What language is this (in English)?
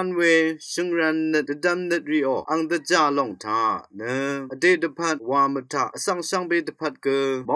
Rawang